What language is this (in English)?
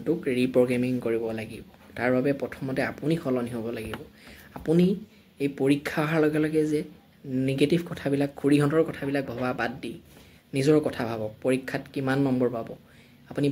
Assamese